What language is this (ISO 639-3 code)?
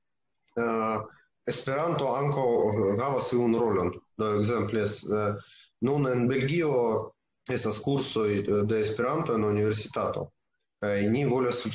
epo